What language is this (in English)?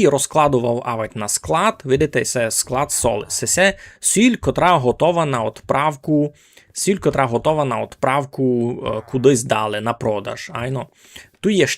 Rusyn